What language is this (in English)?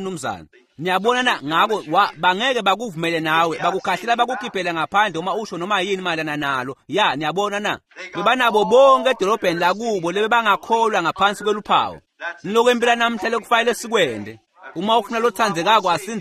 Swati